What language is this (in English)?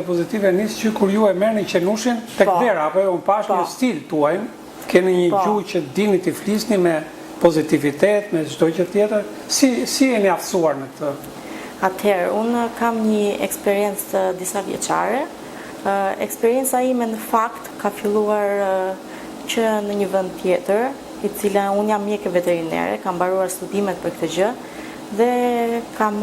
Albanian